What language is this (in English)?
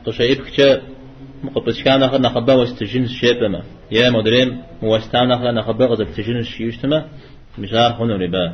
Kabardian